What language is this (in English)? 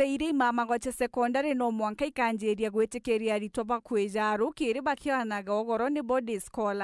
Meru